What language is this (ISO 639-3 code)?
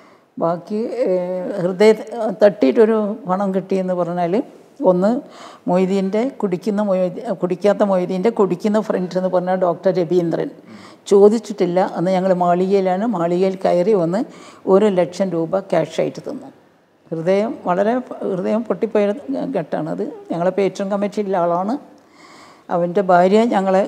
mal